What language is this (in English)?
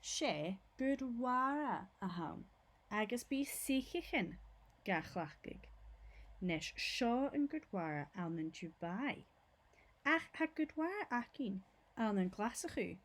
Scottish Gaelic